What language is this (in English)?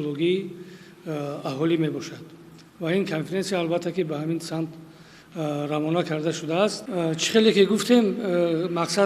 Tajik